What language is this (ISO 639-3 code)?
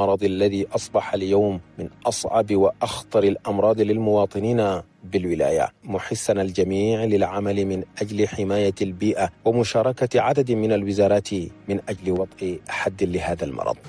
shu